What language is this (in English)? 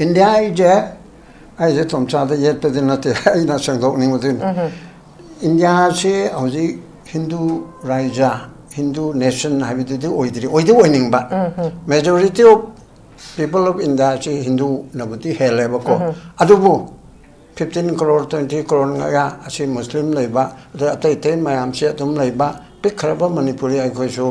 Manipuri